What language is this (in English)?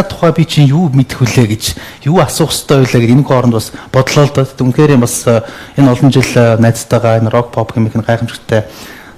Mongolian